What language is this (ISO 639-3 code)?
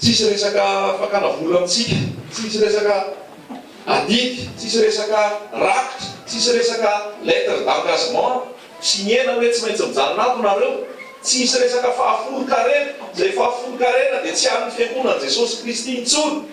mlg